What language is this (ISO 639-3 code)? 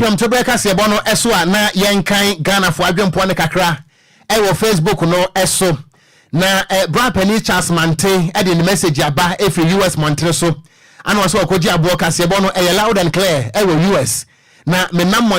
aka